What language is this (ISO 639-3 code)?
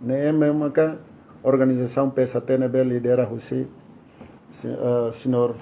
tet